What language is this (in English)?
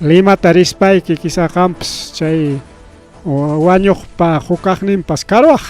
Ayacucho Quechua